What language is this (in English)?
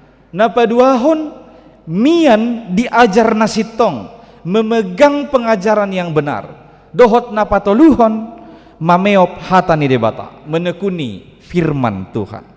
Batak Toba